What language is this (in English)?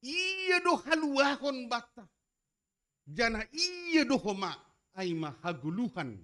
Batak Simalungun